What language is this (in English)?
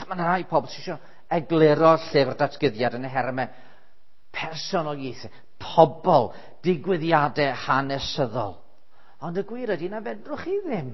Welsh